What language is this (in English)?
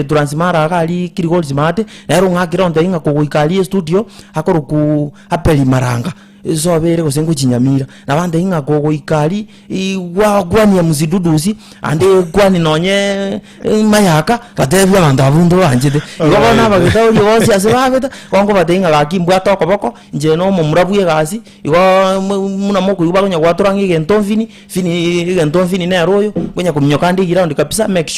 Gusii